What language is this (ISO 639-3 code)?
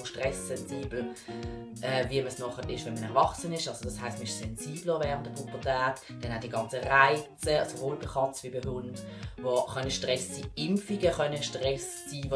gsw